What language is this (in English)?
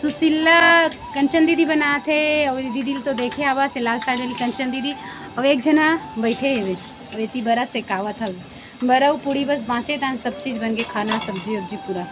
Chhattisgarhi